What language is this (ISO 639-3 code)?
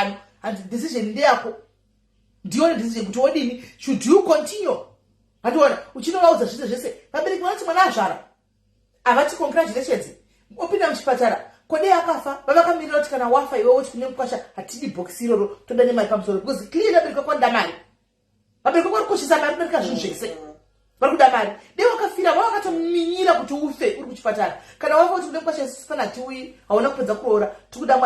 sna